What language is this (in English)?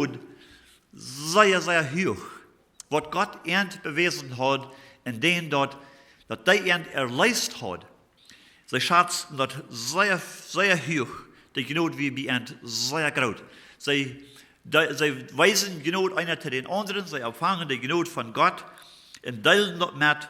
Plautdietsch